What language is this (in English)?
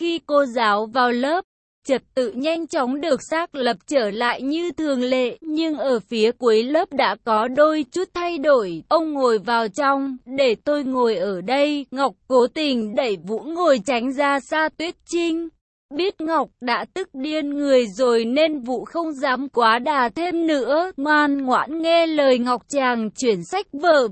Vietnamese